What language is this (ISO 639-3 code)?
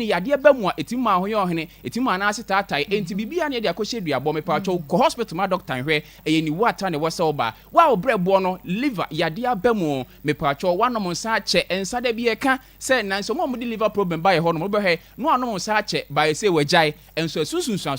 aka